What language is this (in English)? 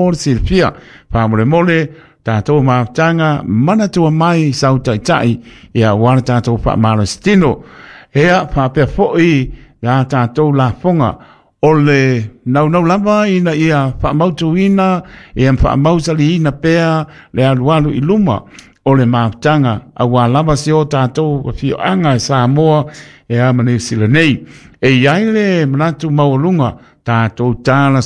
Samoan